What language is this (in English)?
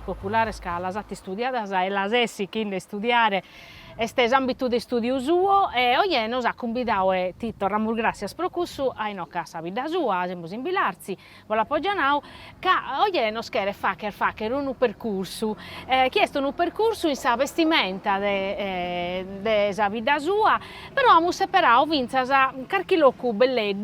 Sardinian